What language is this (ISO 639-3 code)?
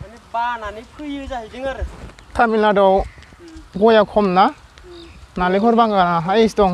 brx